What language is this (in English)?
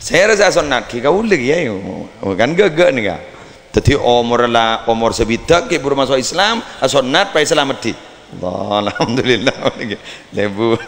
Madurese